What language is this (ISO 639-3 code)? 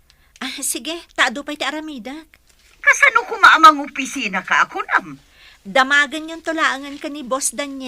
ilo